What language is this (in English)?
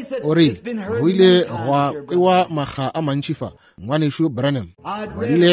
Northern Sotho